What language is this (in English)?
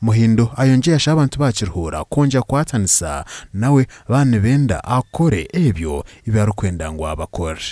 Nyankole